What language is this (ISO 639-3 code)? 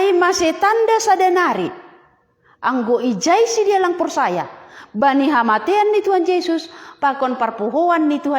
bts